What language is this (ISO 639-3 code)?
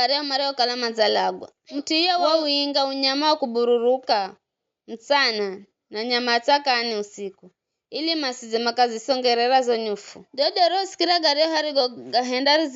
nyf